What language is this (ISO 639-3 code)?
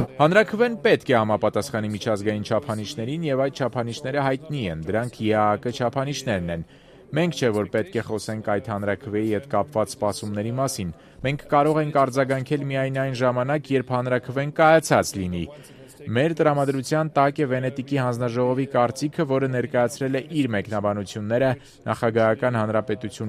hye